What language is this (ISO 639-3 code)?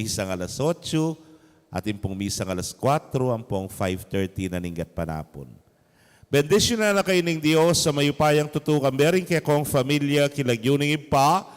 pam